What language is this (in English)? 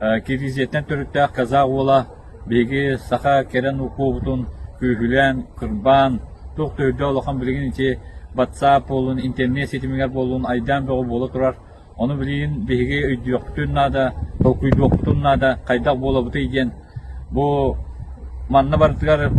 Kyrgyz